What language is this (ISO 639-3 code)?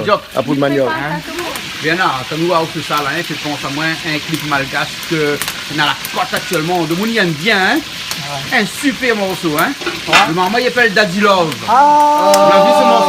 rcf